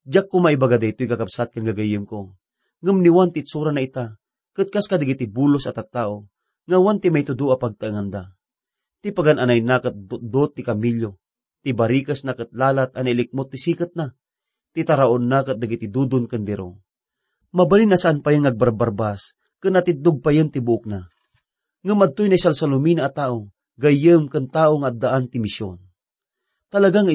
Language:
Iloko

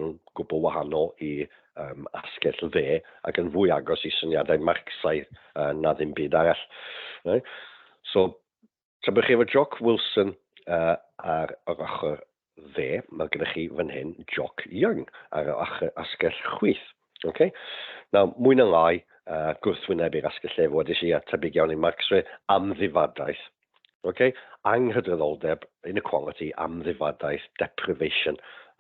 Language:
Welsh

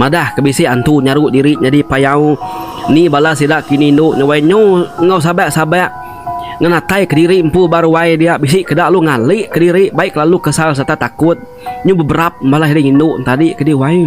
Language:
Iban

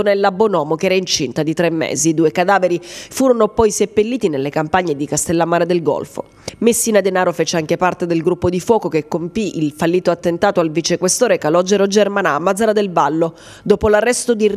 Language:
Italian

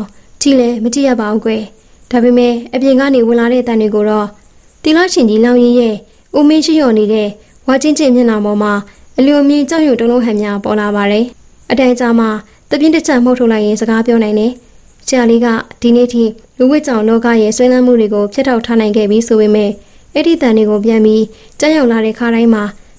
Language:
Burmese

